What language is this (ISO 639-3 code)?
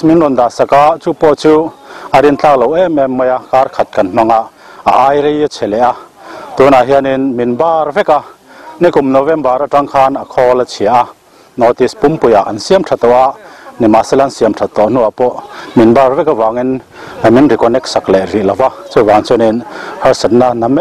lus